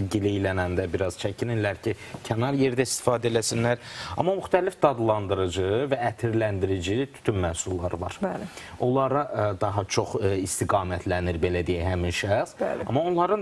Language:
Azerbaijani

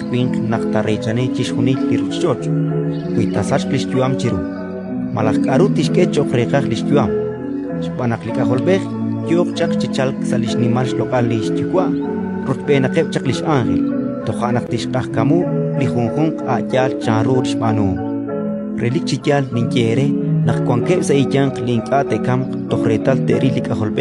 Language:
Kekchí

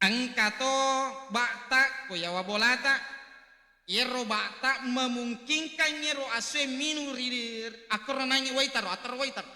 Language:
Buginese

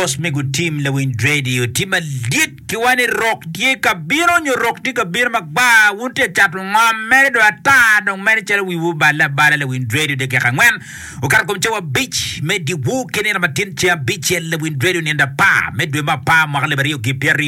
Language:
Acoli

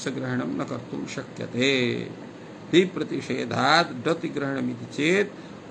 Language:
Sanskrit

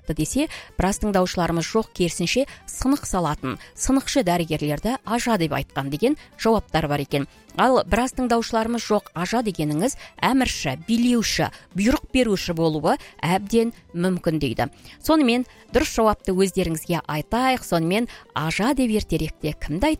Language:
Kazakh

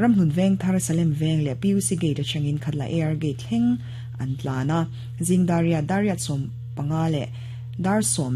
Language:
Mizo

